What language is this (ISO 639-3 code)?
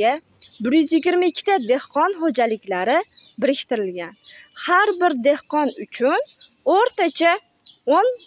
uzb